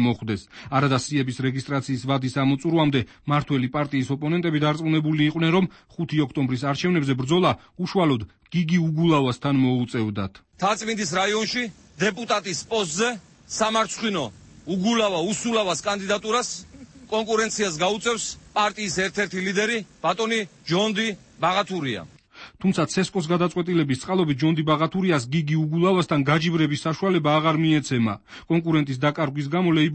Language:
Georgian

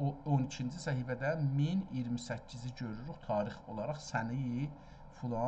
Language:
South Azerbaijani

